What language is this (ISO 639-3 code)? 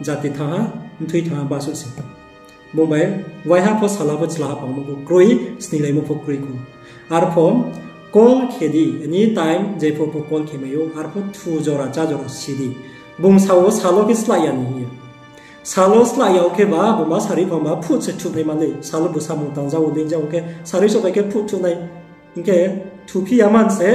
ria